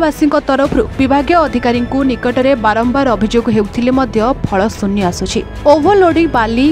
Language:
Odia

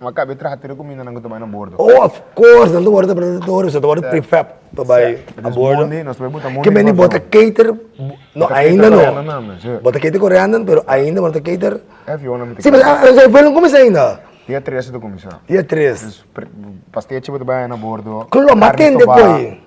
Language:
Papiamento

